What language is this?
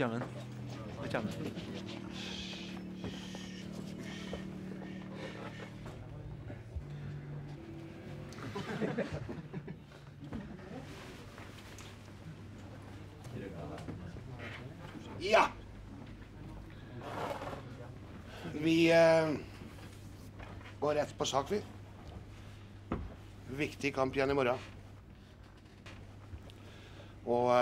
Norwegian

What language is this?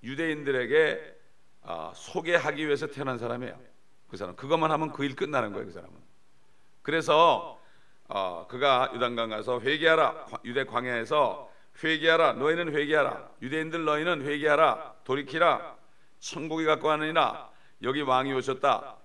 Korean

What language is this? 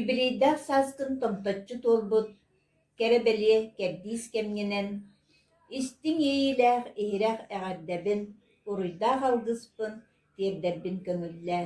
Yakut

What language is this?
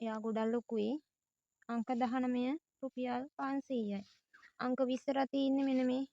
Sinhala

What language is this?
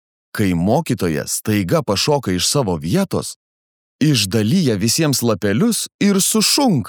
Lithuanian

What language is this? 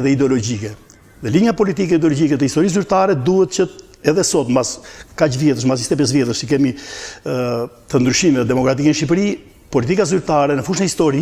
Albanian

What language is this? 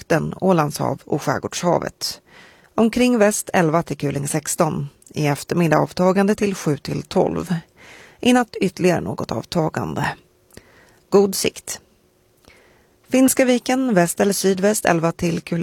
Swedish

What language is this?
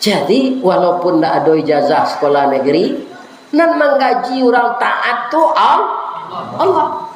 Minangkabau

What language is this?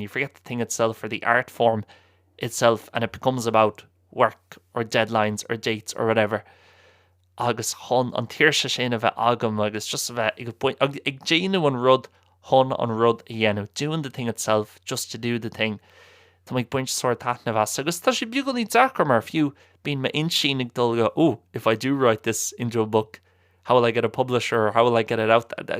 Irish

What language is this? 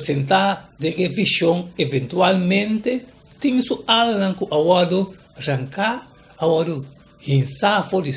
Papiamento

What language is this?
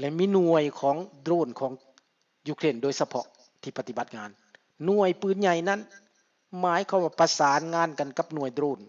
Lao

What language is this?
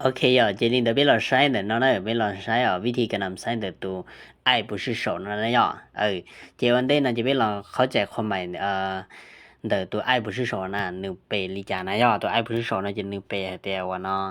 Lao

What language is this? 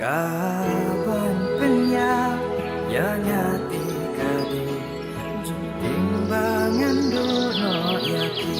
Khasi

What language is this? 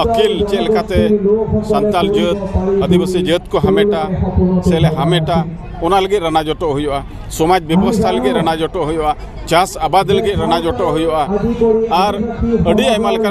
Santali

